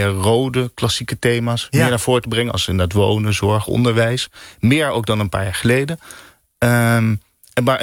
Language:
Dutch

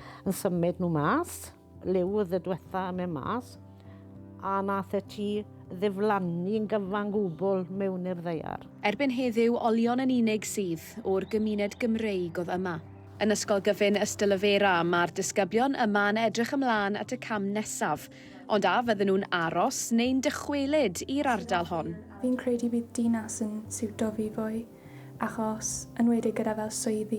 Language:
Welsh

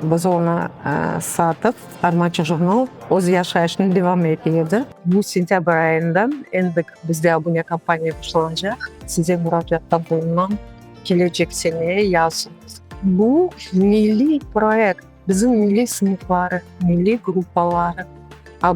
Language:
Crimean Tatar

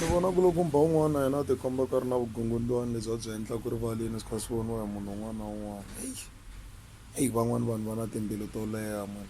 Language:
Tsonga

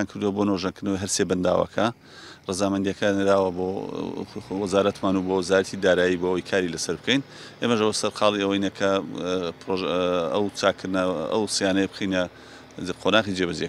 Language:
Central Kurdish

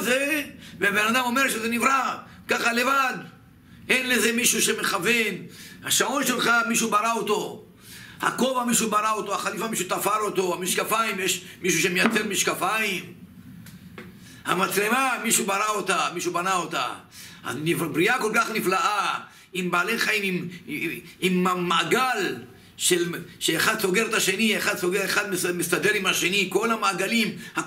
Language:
Hebrew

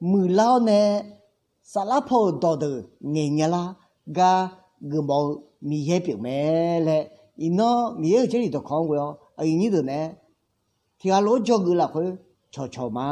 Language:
Akha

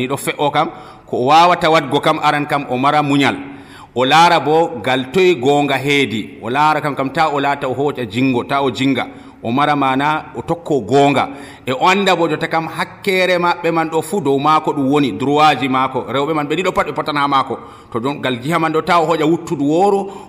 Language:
Nigerian Fulfulde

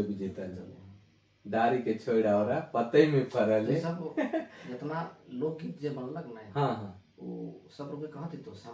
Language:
Sadri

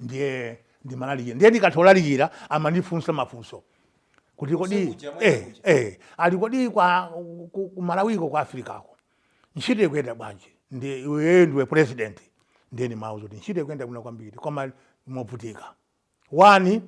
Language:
Nyanja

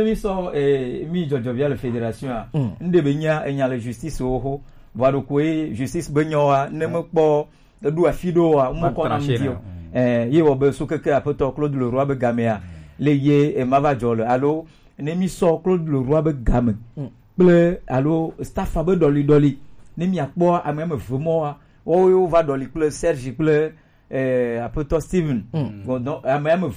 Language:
Gen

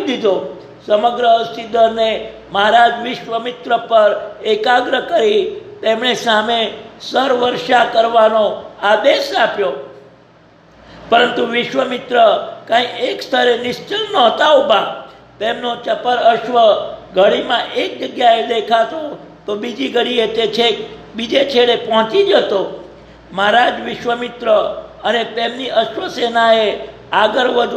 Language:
Gujarati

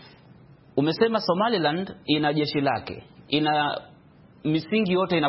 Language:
Swahili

